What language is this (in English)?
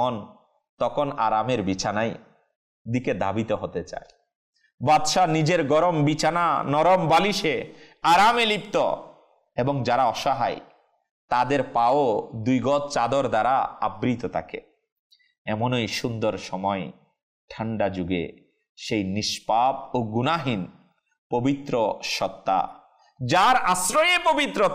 Bangla